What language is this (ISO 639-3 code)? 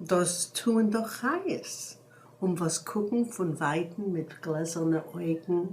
yid